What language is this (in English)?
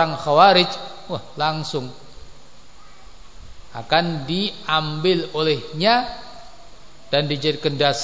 Indonesian